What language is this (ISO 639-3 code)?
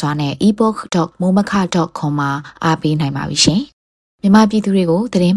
mya